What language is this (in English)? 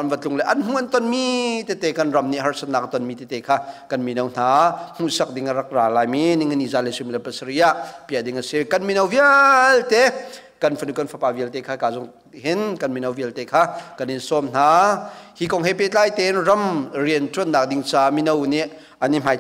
Hakha Chin